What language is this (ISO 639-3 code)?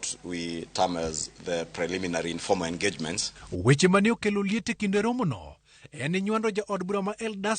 luo